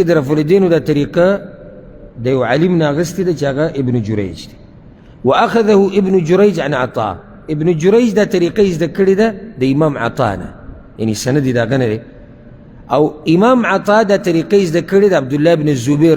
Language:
Pashto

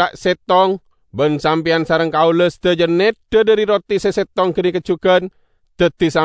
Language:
Madurese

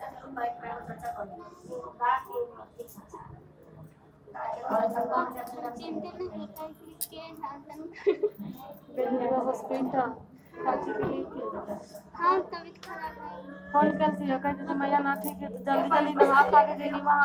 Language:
Bhojpuri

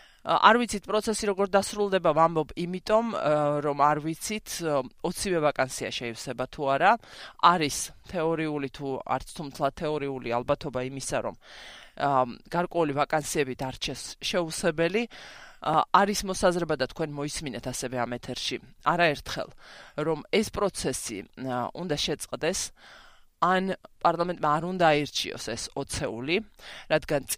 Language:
Georgian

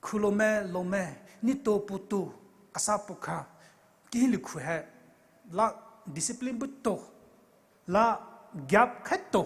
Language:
Poumei Naga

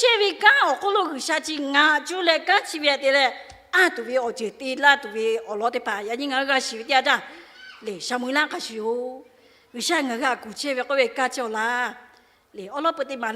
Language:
Lahu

